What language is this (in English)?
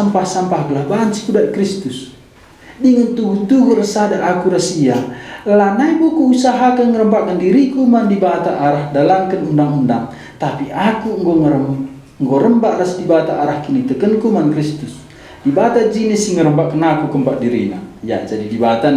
Batak Karo